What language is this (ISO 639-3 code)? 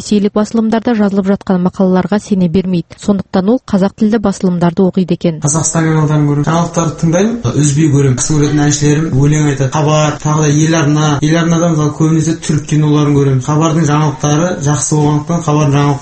kaz